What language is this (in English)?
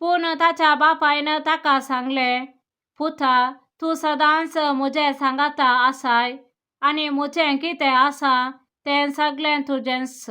Konkani